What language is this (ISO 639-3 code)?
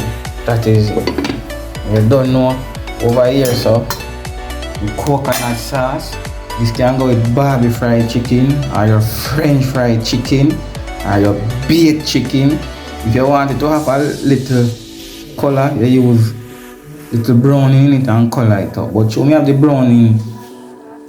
jam